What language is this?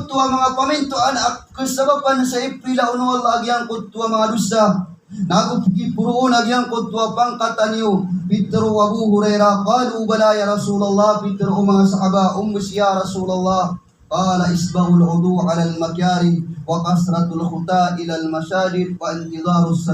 Maranao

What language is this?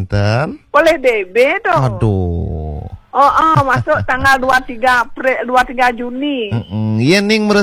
Balinese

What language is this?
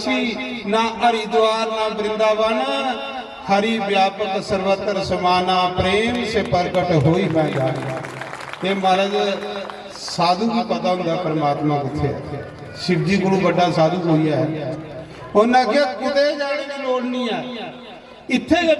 Dogri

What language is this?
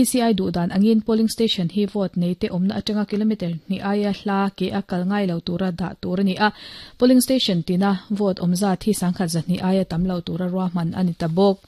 Mizo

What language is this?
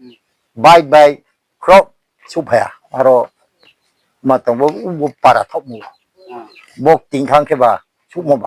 Riang (India)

